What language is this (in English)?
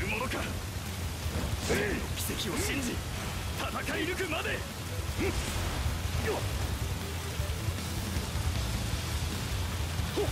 Japanese